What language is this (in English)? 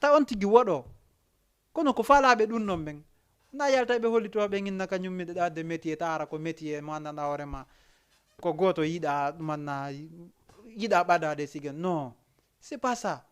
Fula